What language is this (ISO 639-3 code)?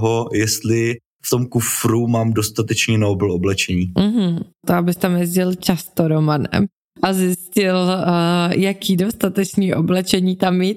ces